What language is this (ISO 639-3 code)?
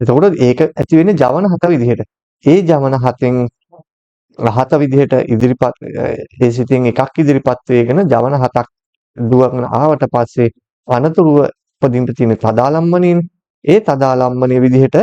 sin